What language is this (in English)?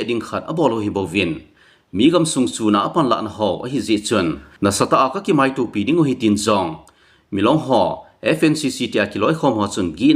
Thado Chin